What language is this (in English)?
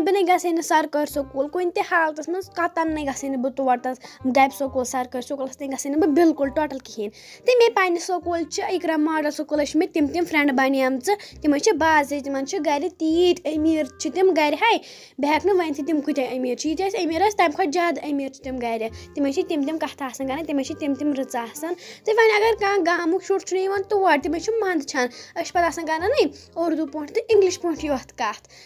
Kashmiri